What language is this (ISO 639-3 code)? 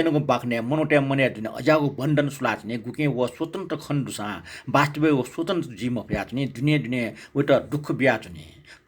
new